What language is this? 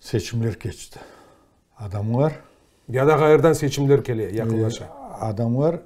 Crimean Tatar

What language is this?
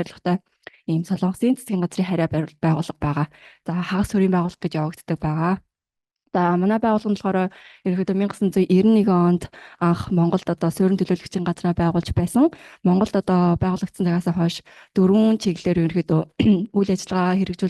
Mongolian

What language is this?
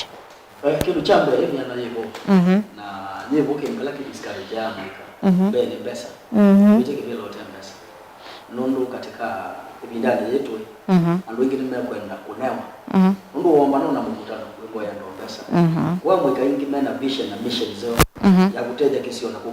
Kamba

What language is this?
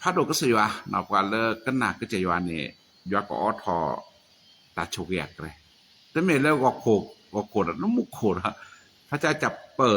S'gaw Karen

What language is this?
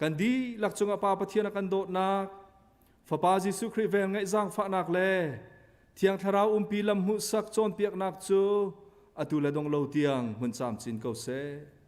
Hakha Chin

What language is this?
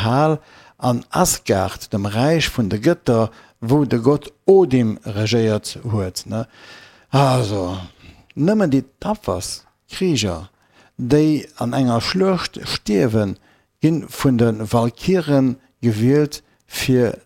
Luxembourgish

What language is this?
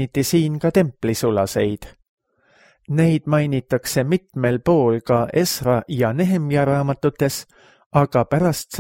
Estonian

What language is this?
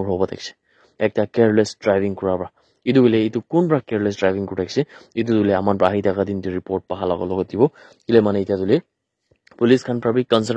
Naga Pidgin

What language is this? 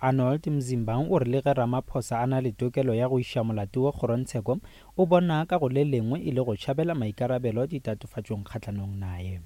Northern Sotho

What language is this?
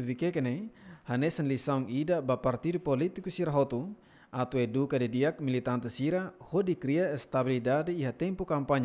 Tetum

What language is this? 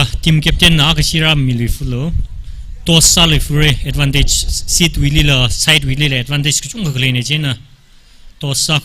Tangkhul Naga (India)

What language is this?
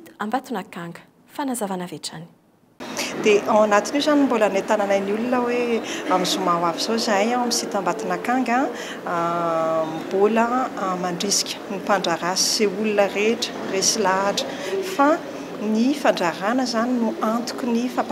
Malagasy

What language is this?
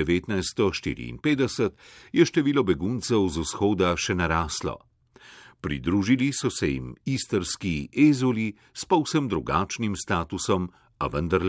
Slovenian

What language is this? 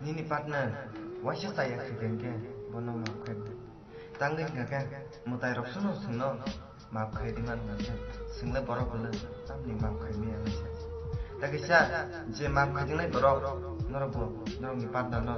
Kok Borok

